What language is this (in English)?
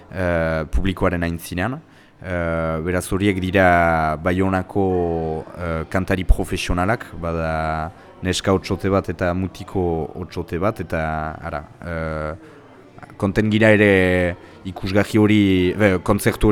Basque